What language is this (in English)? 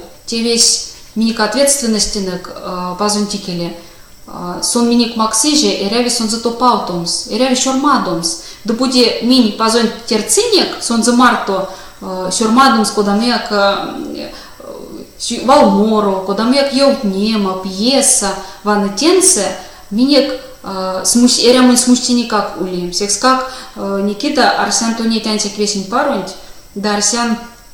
Erzya